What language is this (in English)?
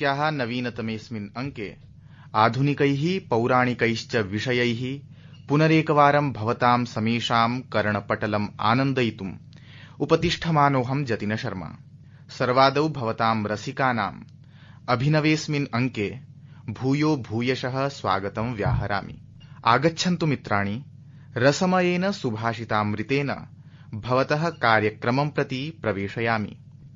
Sanskrit